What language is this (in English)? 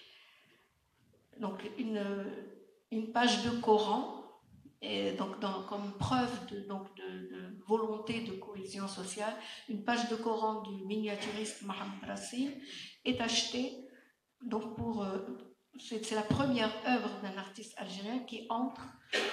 French